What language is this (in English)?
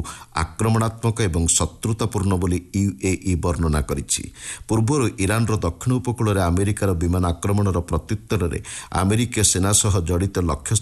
Odia